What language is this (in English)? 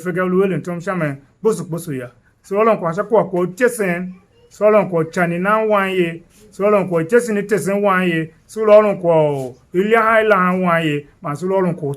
Tiv